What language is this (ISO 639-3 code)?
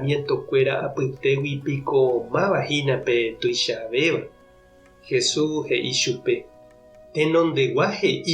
grn